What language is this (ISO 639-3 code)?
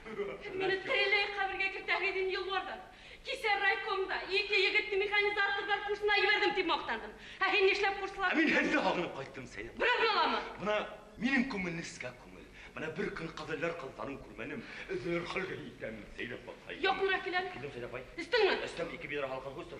bak